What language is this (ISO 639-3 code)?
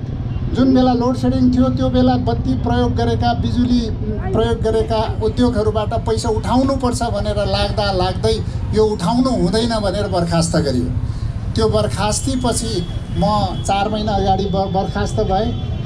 nep